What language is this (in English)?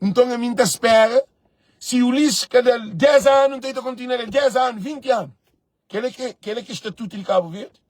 Kabuverdianu